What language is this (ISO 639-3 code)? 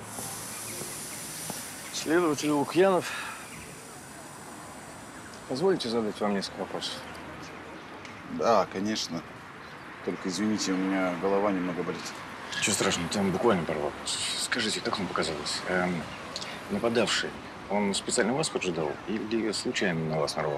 rus